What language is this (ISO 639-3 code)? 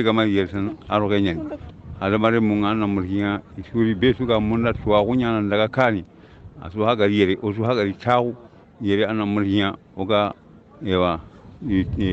ful